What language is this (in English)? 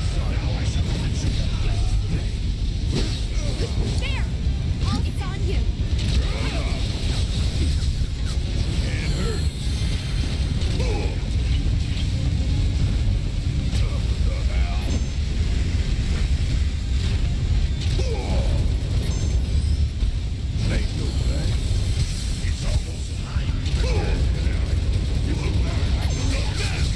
English